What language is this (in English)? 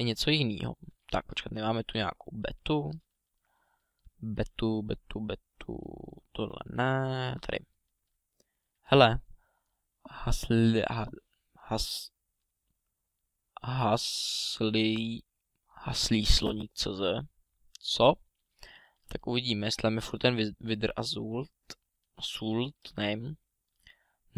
Czech